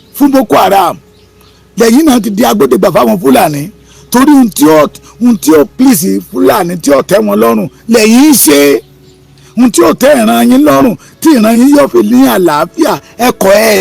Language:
Yoruba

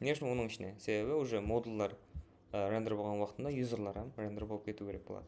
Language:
Kara-Kalpak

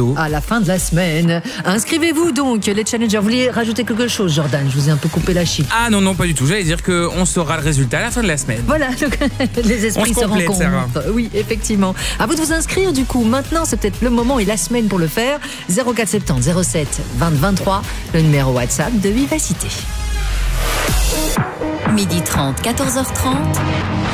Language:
French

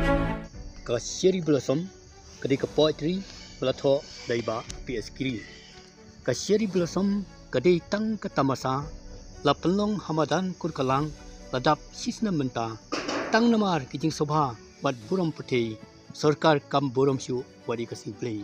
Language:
Khasi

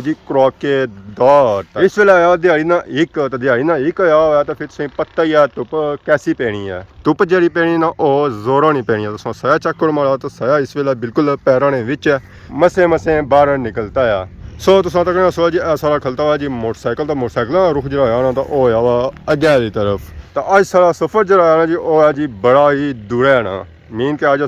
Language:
Pahari-Potwari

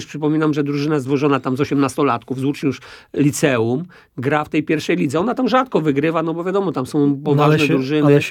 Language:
Polish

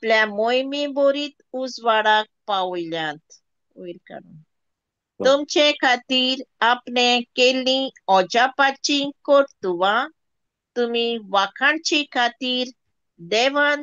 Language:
Konkani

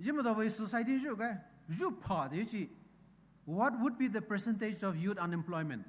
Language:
Poumei Naga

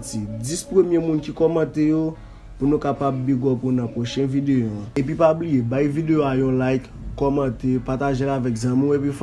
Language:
Haitian Creole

